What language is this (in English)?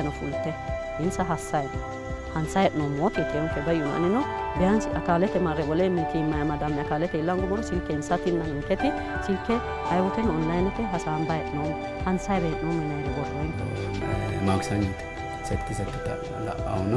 Sidamo